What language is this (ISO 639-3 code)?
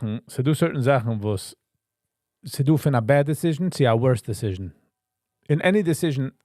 yid